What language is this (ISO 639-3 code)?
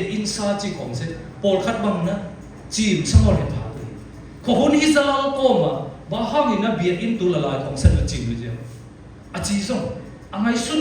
csy